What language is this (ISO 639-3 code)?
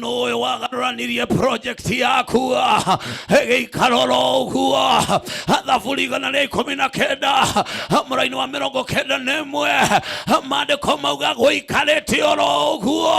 kik